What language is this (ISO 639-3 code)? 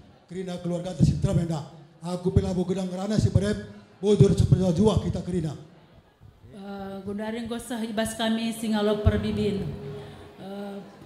btx